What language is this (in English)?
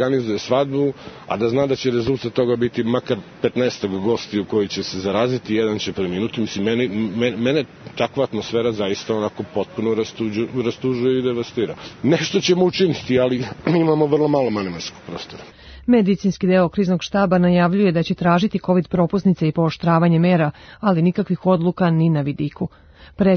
Serbian